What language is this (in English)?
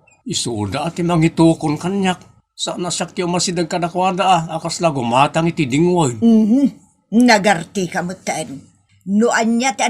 Iloko